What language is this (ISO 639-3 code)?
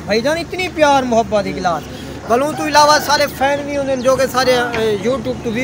skr